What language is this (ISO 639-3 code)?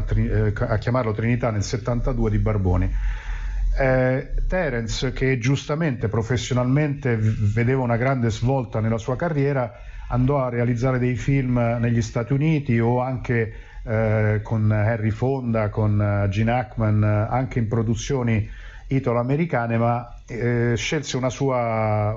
ita